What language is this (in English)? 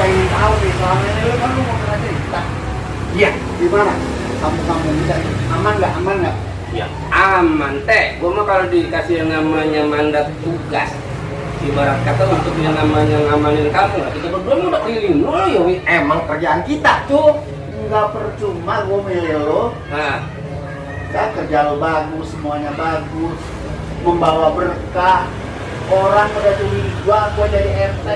Betawi